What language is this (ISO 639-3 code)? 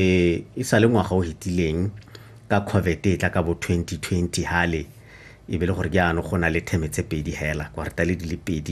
tsn